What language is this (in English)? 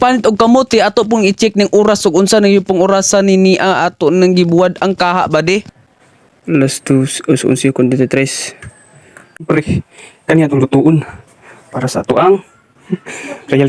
Cebuano